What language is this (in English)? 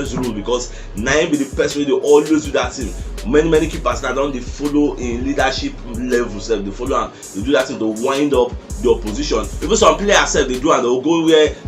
Nigerian Pidgin